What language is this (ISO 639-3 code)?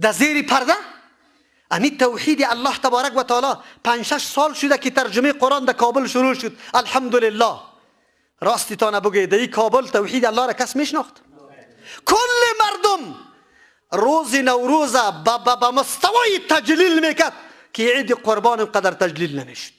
fas